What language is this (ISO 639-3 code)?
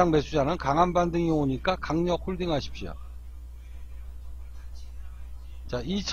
kor